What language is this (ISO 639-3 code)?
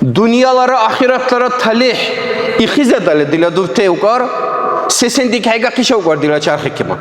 dar